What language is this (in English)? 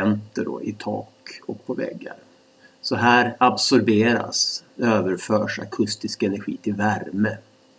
Swedish